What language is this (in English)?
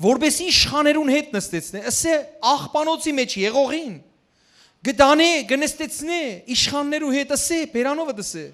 Western Armenian